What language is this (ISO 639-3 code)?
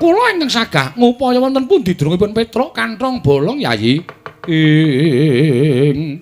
jav